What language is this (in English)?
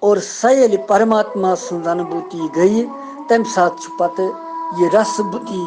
Kashmiri